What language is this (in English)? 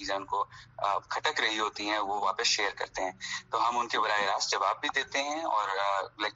Urdu